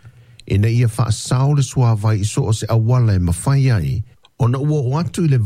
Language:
Samoan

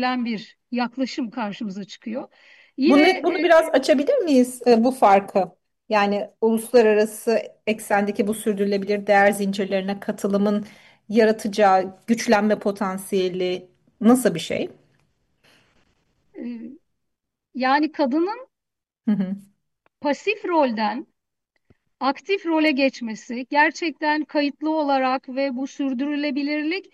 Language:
Turkish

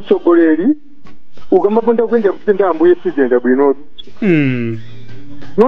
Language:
Nyanja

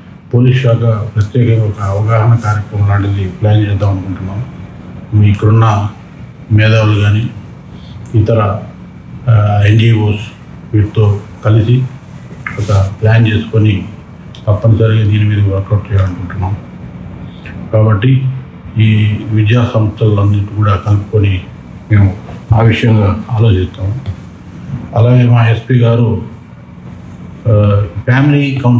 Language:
Telugu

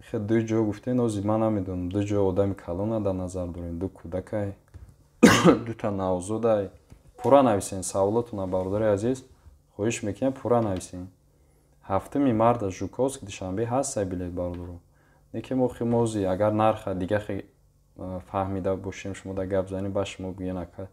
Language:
Tajik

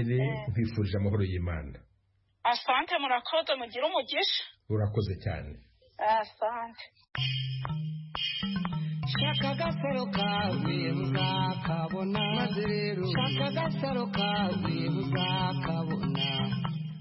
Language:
Kinyarwanda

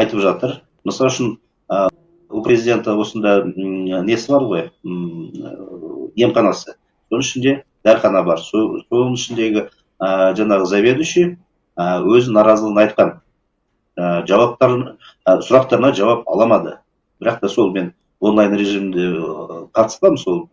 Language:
Kazakh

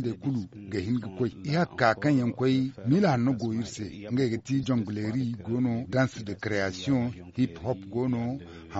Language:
Zarma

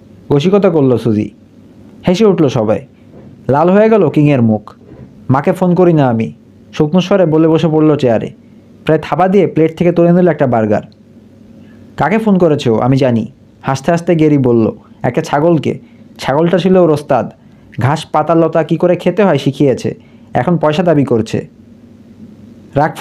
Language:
Bangla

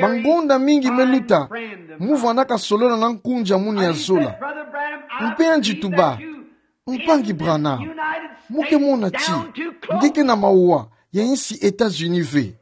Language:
Kituba (Democratic Republic of Congo)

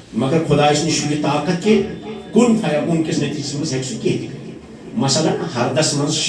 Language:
Kashmiri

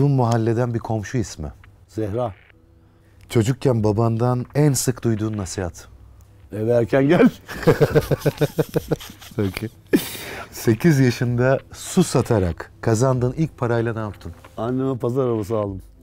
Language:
Turkish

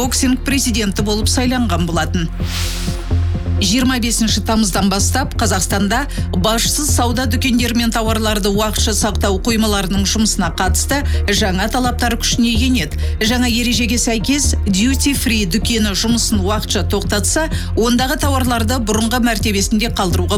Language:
Kazakh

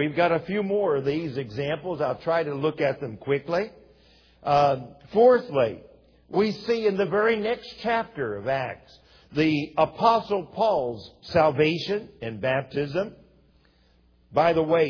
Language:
English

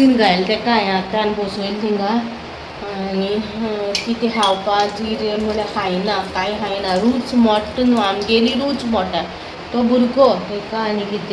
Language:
Konkani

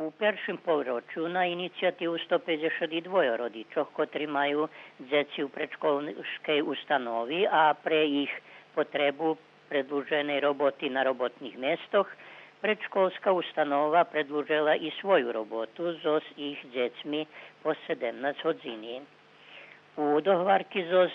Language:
Rusyn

